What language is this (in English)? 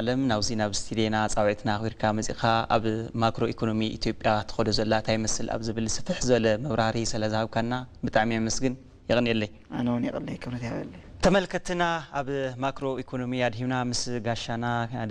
Tigrinya